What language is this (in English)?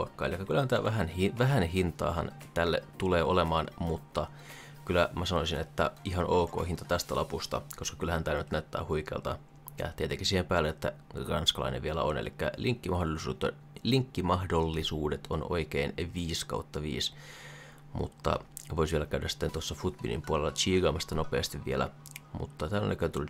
Finnish